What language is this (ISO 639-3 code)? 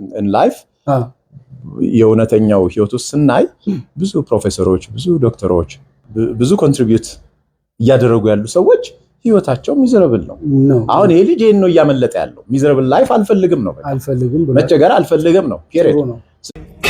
amh